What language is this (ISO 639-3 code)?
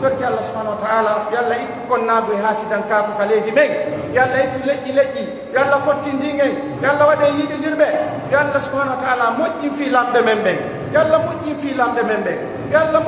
fuf